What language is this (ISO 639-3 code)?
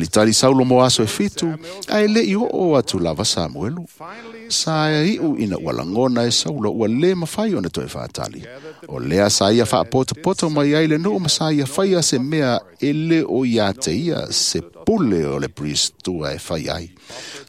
smo